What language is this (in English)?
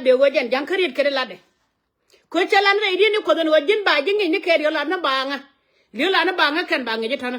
Nuer